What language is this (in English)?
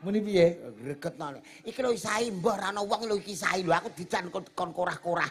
Javanese